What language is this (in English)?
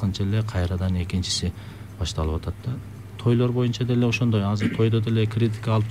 Kyrgyz